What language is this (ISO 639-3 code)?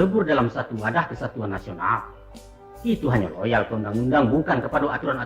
min